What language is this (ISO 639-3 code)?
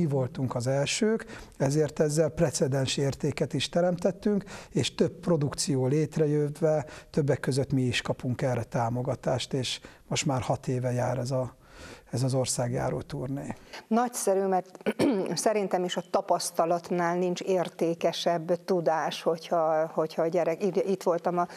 hun